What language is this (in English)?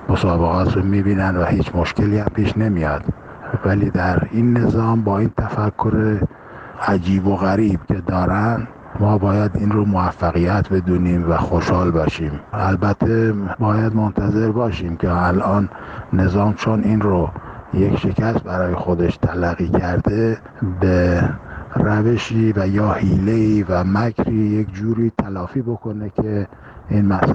Persian